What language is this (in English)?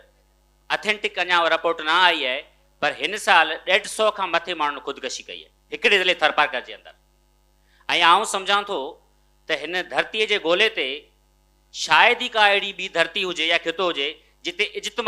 Sindhi